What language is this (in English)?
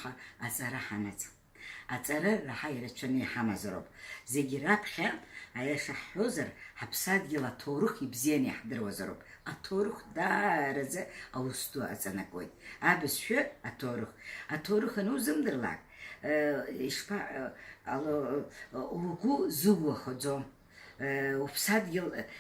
Abkhazian